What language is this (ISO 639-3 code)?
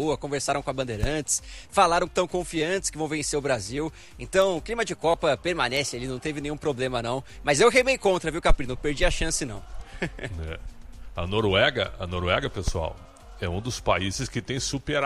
por